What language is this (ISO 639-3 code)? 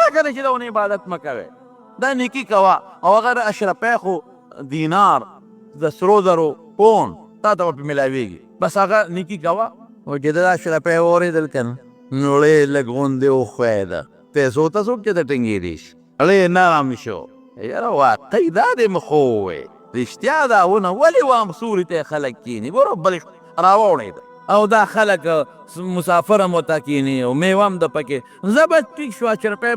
pus